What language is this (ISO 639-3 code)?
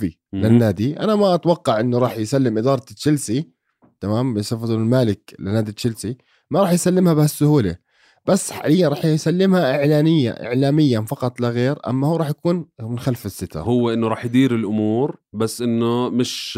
apc